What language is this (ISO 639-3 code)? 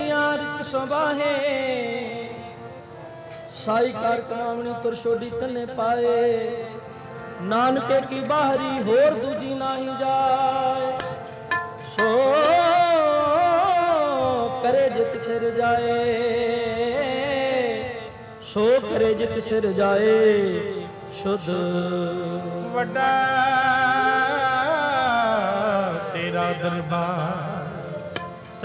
pan